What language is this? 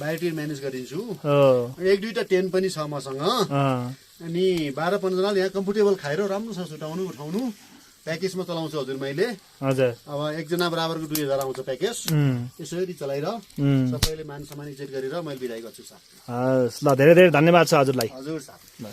Nepali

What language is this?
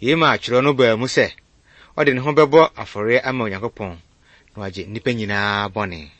Akan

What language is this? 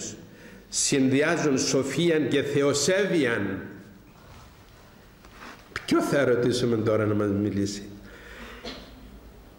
Greek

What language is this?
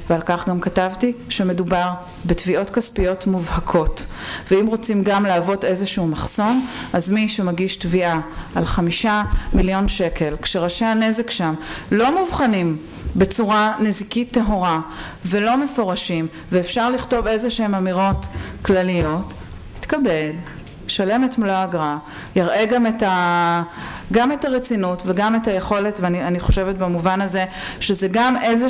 Hebrew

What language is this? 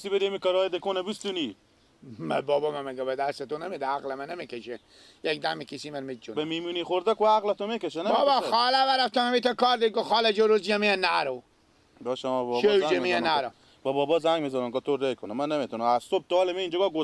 Persian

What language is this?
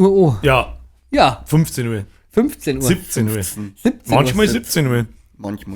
Bavarian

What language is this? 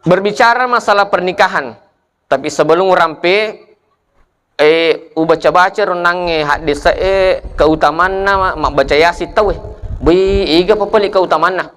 Buginese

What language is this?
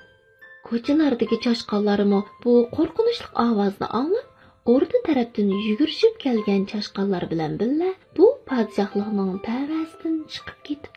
Uyghur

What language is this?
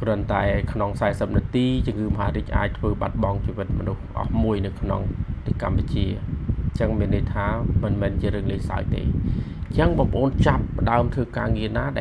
Khmer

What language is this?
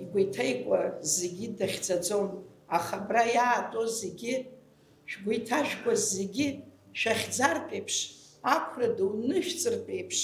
Abkhazian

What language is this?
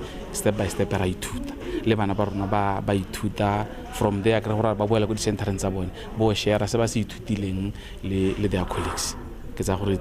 Tswana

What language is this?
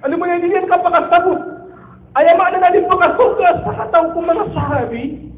Maranao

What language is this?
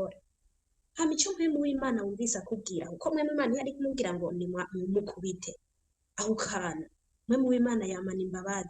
Rundi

